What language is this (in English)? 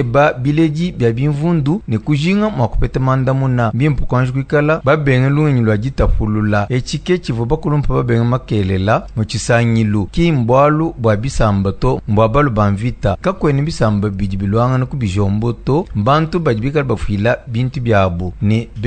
Luba-Lulua